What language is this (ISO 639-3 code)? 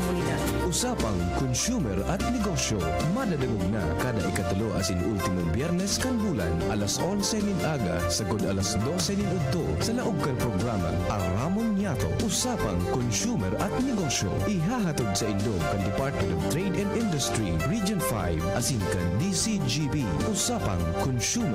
bik